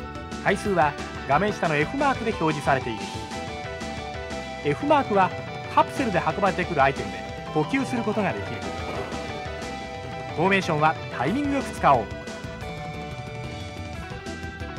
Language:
Japanese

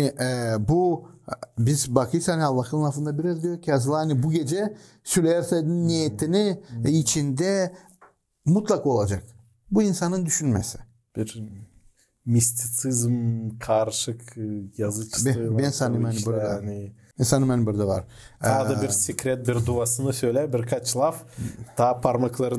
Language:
Gagauz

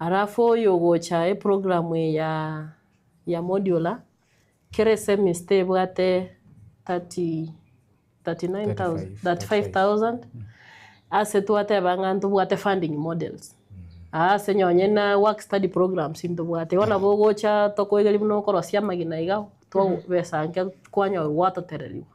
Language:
Gusii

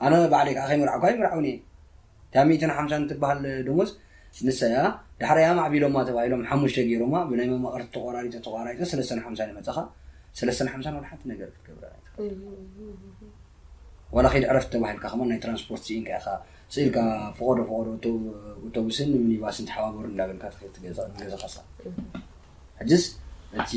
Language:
Tigrinya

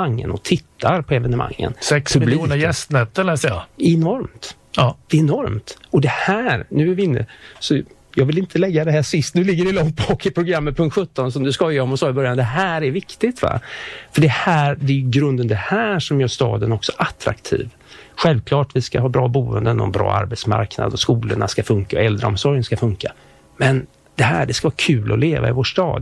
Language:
Swedish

